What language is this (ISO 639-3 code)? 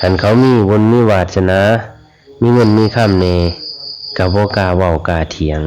lao